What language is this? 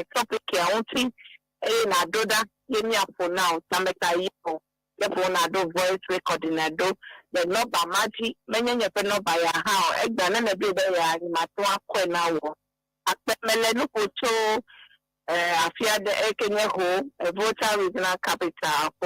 Ewe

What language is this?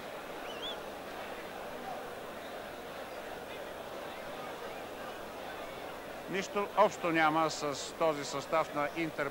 Bulgarian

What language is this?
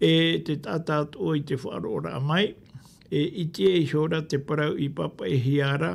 Tahitian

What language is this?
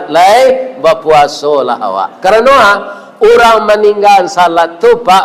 Minangkabau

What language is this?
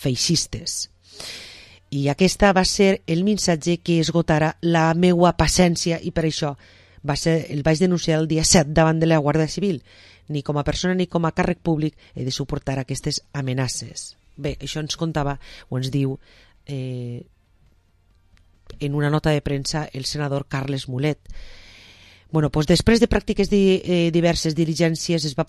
Catalan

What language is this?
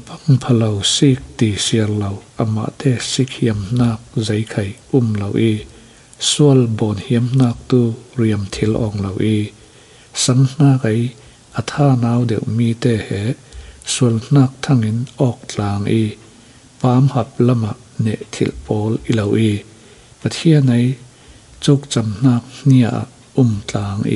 Falam Chin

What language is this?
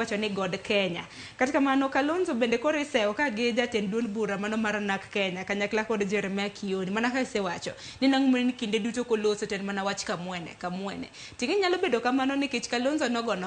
Luo (Kenya and Tanzania)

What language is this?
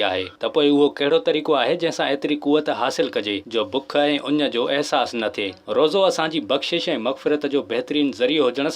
Sindhi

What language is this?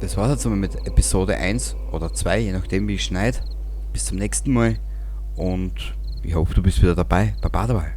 Bavarian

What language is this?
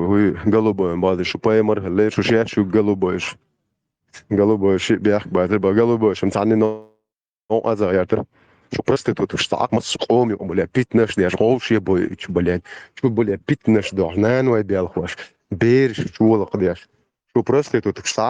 Chechen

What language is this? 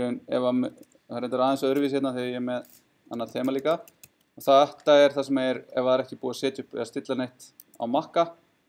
Icelandic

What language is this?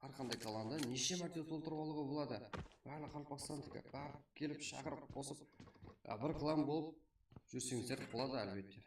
Kara-Kalpak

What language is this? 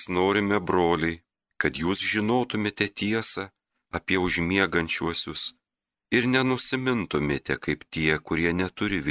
Lithuanian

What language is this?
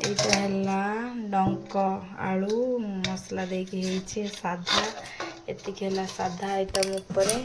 Odia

